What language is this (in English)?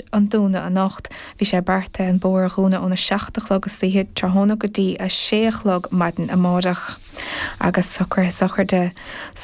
Irish